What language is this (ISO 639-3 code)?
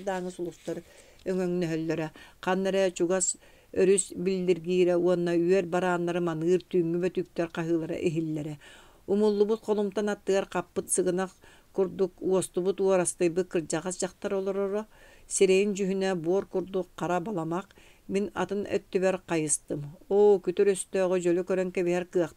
sah